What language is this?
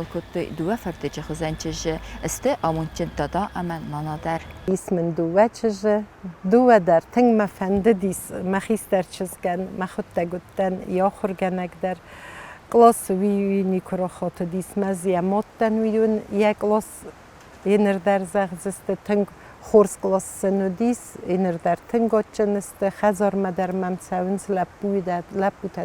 Ossetic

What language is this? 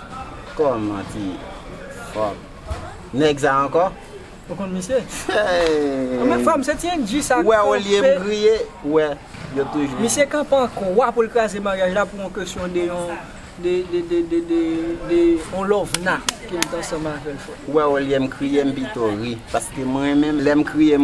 Haitian Creole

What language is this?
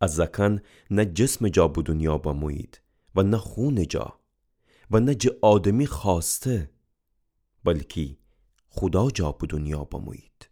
Gilaki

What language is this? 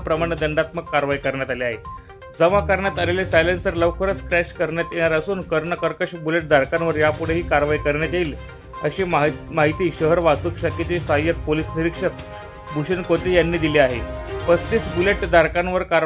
Marathi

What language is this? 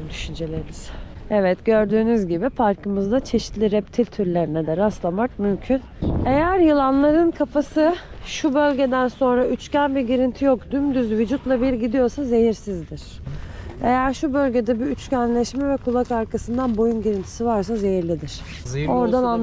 Turkish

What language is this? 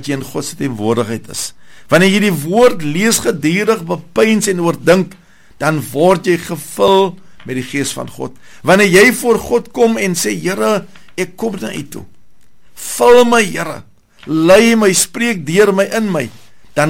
Afrikaans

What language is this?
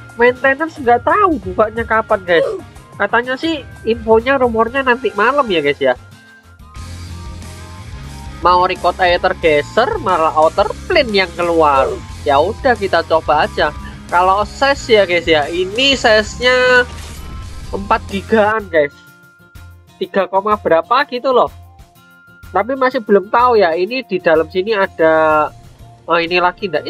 Indonesian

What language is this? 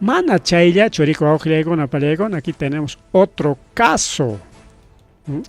Ayacucho Quechua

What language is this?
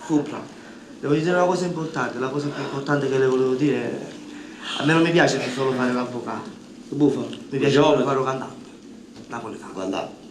Neapolitan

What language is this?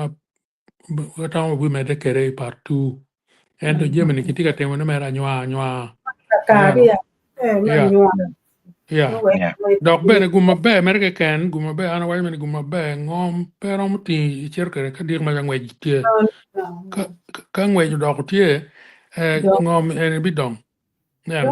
Acoli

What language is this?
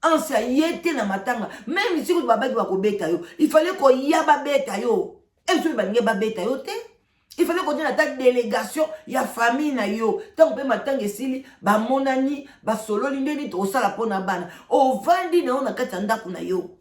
Lingala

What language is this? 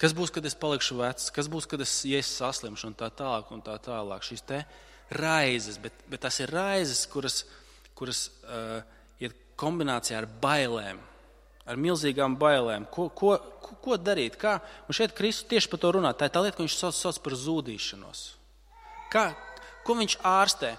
Latvian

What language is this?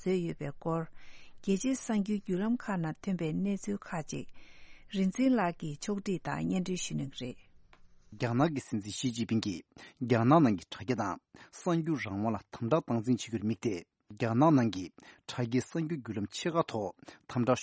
Tibetan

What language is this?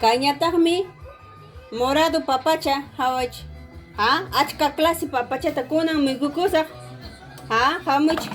Ayacucho Quechua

